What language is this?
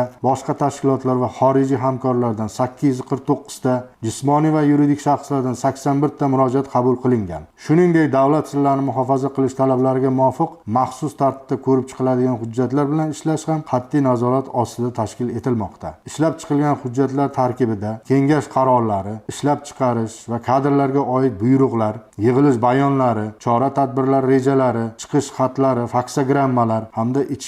Uzbek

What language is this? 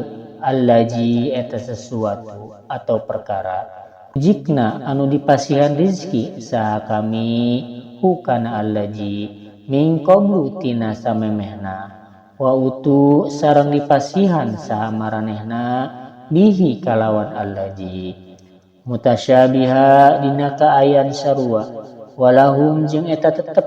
Sundanese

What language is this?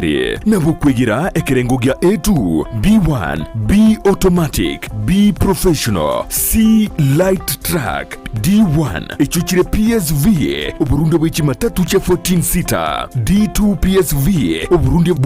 Gusii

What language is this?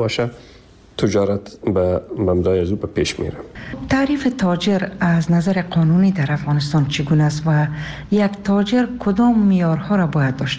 Persian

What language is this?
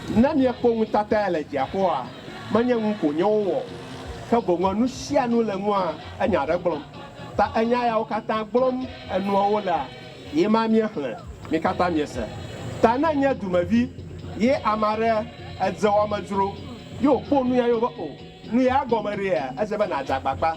Ewe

